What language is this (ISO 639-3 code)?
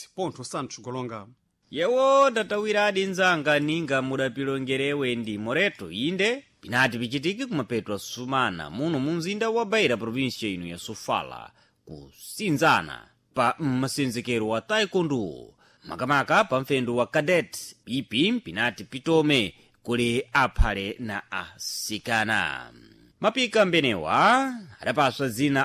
seh